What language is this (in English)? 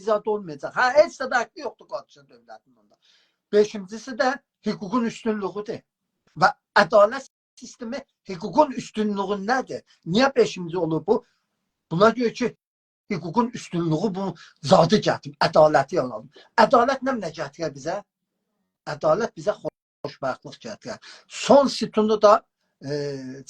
South Azerbaijani